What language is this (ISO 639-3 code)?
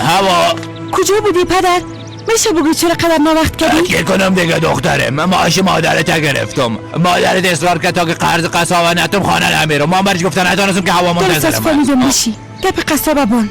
fas